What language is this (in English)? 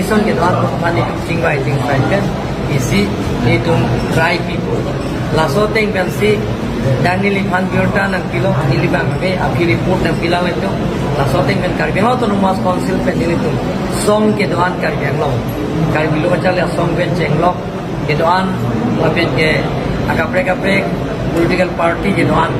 Karbi